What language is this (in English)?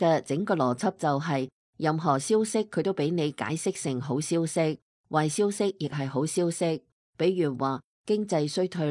Cantonese